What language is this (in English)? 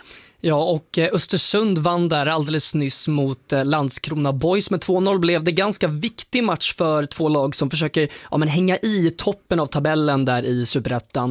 Swedish